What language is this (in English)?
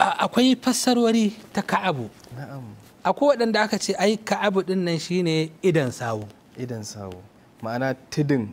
Hausa